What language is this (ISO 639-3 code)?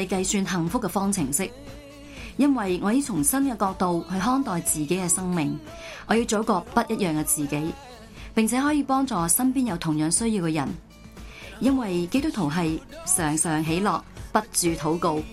yue